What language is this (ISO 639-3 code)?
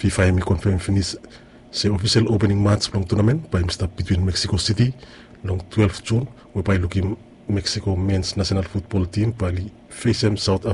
bis